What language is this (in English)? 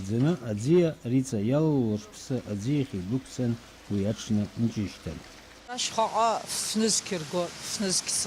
Abkhazian